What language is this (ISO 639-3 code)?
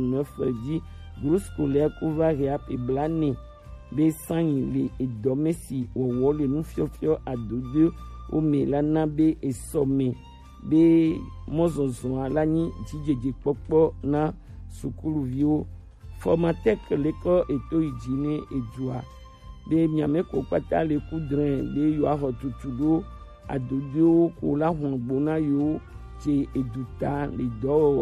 gej